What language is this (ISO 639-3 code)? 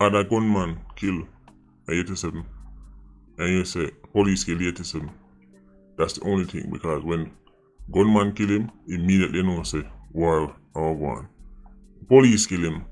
jam